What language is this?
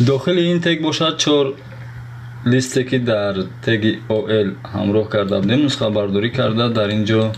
Tajik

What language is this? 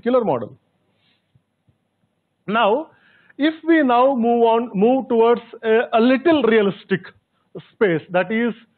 English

